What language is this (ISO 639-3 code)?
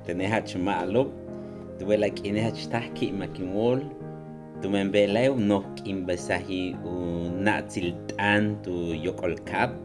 yua